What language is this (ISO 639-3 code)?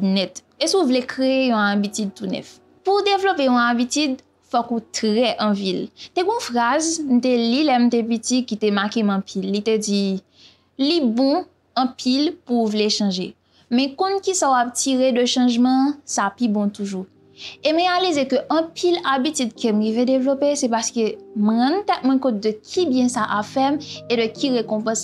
hat